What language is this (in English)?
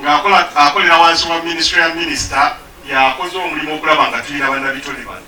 Ganda